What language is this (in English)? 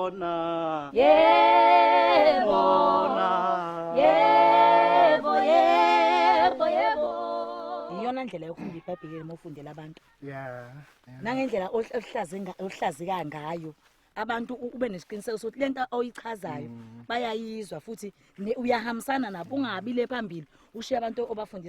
Zulu